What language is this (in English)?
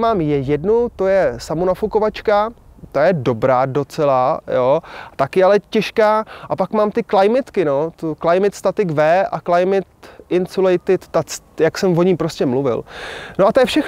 Czech